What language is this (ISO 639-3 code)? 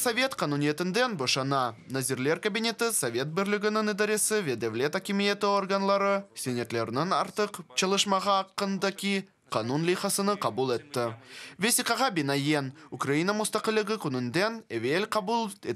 crh